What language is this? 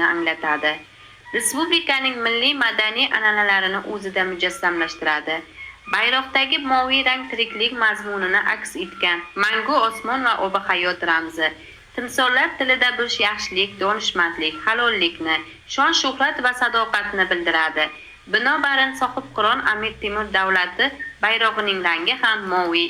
Uzbek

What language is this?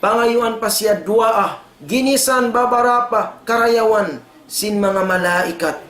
Tausug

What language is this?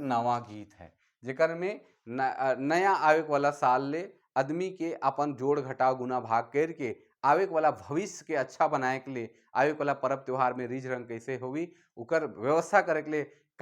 Sadri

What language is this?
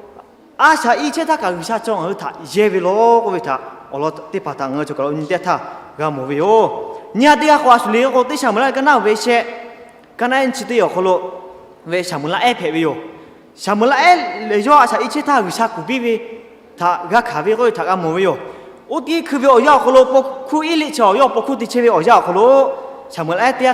Lahu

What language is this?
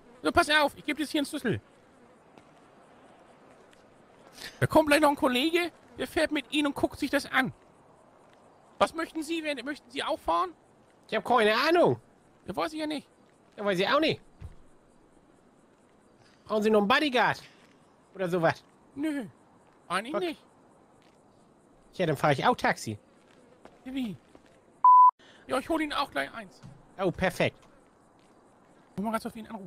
German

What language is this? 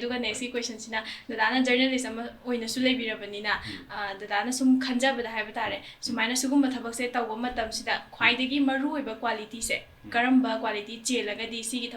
Manipuri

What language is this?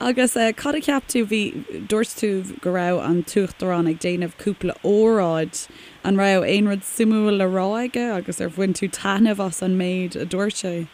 Irish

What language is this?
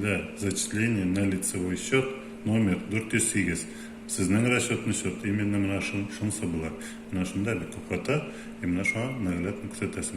Tatar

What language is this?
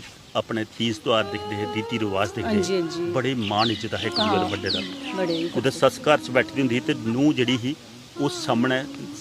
Dogri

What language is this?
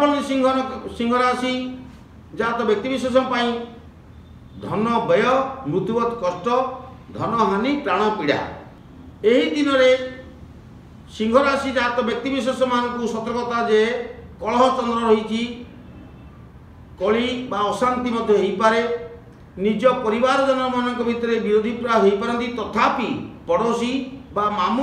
Odia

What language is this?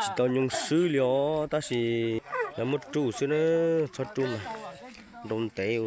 Hmong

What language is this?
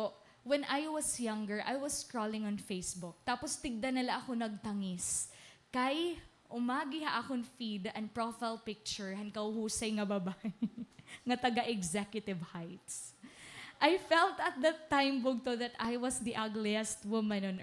Waray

